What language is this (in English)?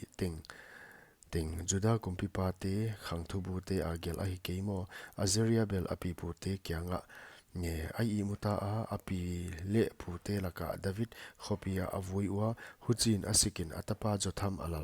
Paite Chin